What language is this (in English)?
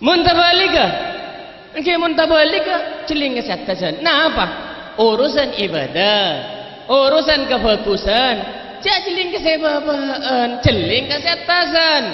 Madurese